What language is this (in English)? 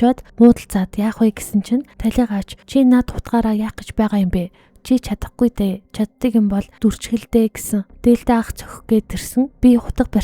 Mongolian